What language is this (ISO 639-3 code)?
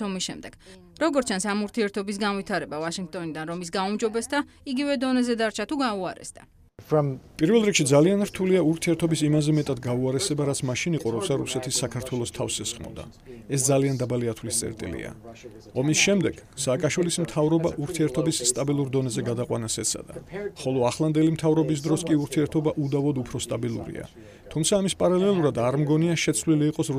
kat